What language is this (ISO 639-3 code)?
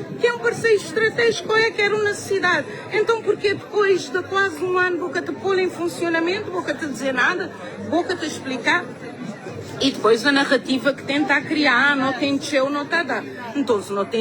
kea